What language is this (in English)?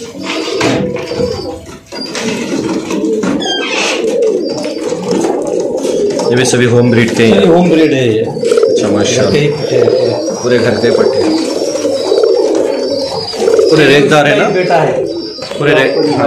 Hindi